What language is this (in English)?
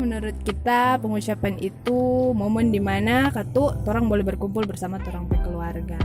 Manado Malay